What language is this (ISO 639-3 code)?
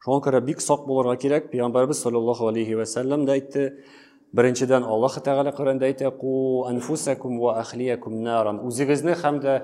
tat